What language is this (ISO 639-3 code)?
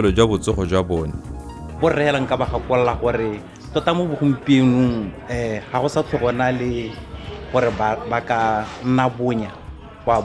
tsn